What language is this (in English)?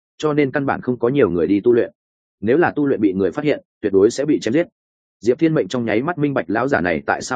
Vietnamese